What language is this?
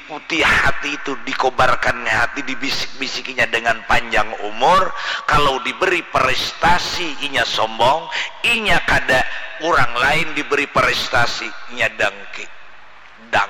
Banjar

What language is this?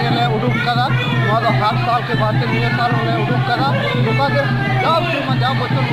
Santali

